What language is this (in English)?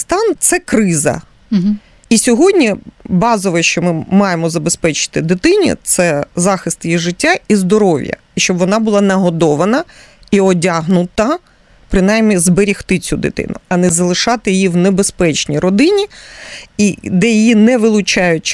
Ukrainian